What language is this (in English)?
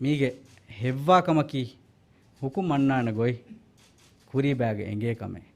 Divehi